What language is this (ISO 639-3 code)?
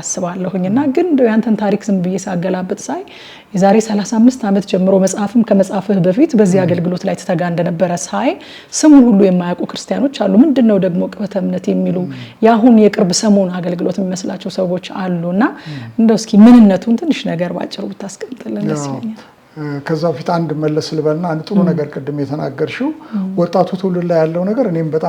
amh